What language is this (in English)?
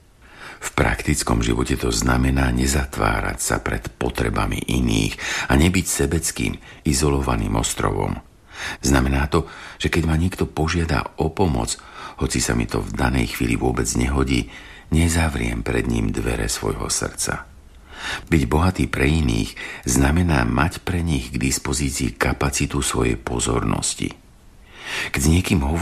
Slovak